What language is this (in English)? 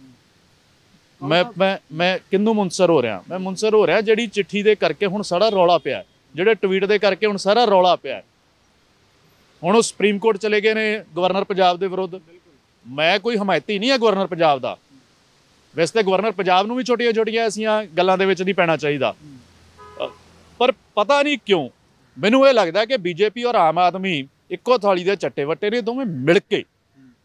Punjabi